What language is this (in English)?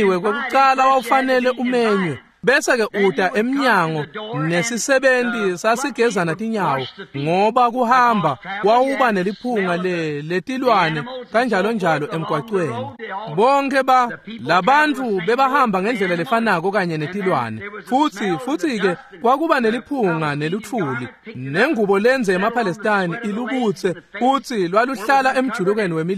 Swati